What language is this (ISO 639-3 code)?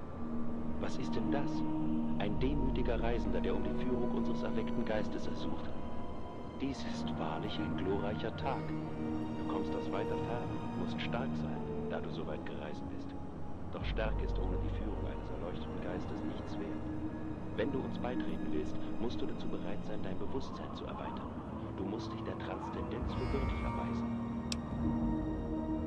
deu